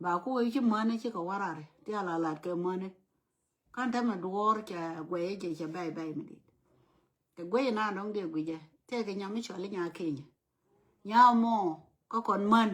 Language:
Nuer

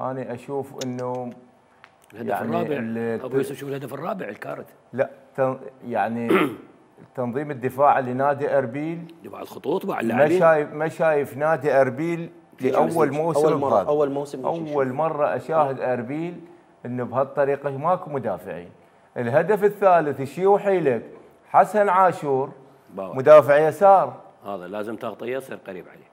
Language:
Mesopotamian Arabic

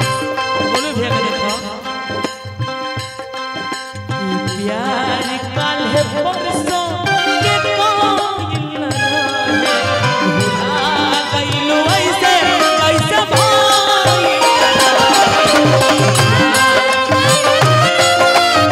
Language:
Bhojpuri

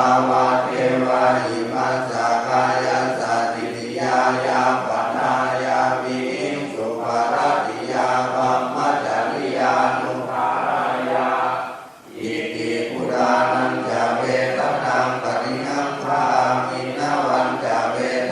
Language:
Pali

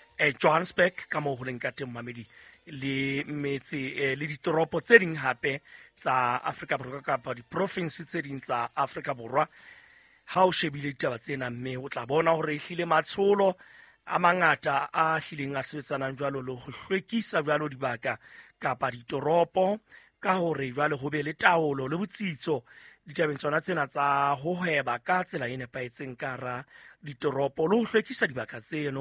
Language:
Southern Sotho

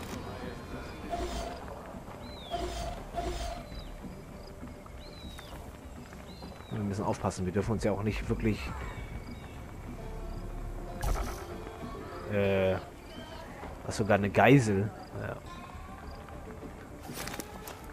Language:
German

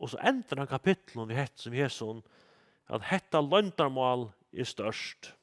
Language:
Faroese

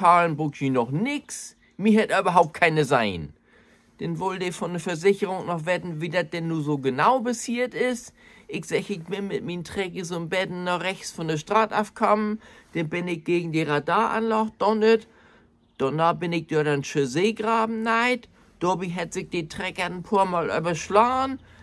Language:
Low German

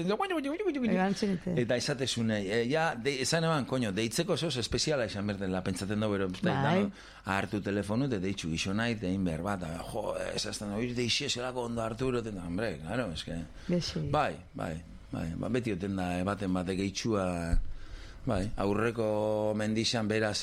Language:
Basque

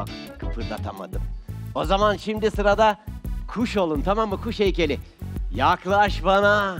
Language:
Turkish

